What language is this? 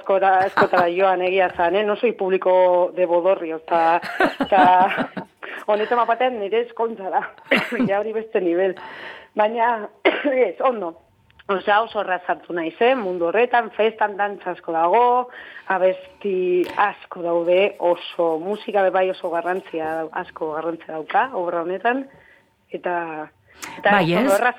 Basque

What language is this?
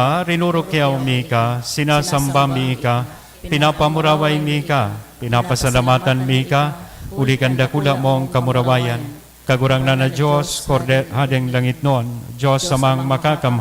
Bikol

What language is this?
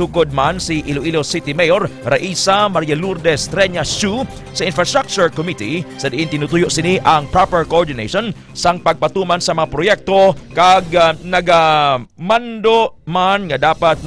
Hiligaynon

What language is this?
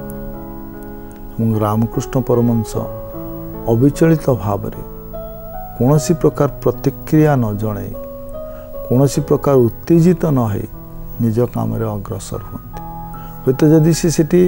Odia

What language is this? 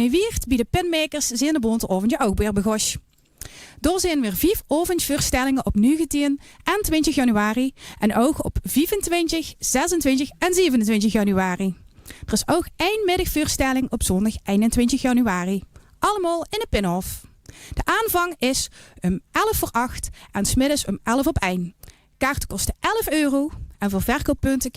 Limburgish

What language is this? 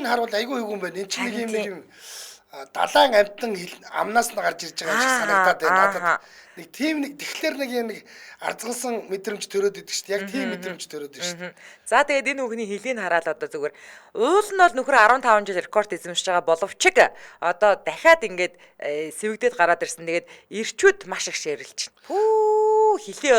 Mongolian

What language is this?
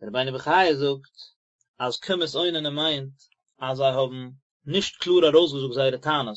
Yiddish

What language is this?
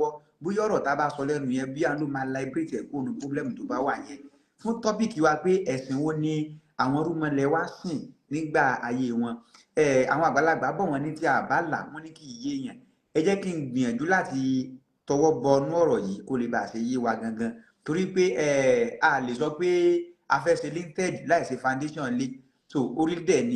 Yoruba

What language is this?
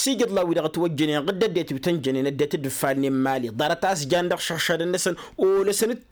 Tamasheq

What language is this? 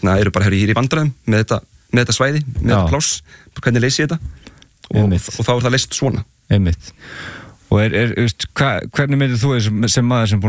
Icelandic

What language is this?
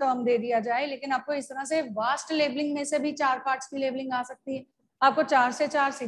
Hindi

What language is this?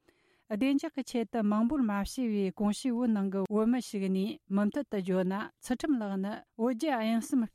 Tibetan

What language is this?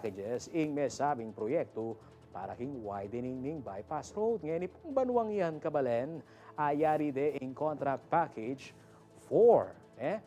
Pampanga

